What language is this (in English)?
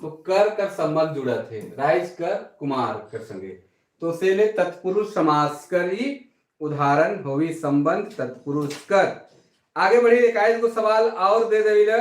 Sadri